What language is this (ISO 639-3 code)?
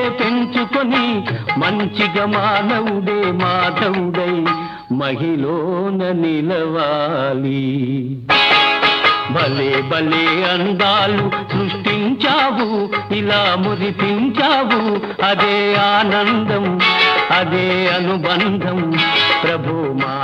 tel